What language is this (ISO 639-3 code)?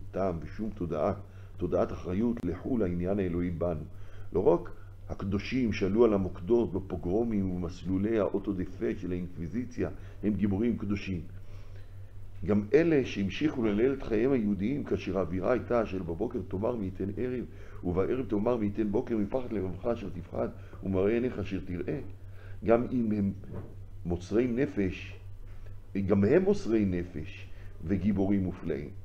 heb